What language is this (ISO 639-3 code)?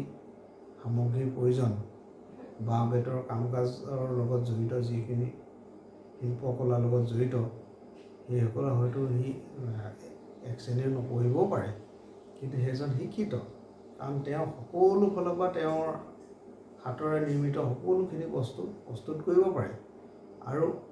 asm